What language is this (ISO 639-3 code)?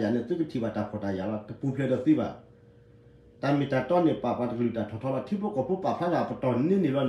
ksw